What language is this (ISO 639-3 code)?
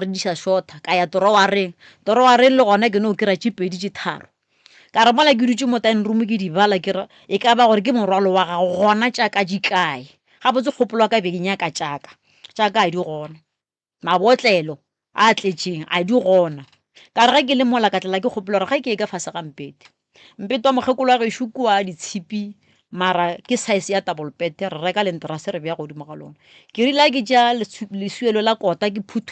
nso